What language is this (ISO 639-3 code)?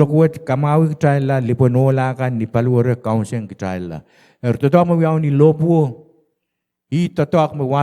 pon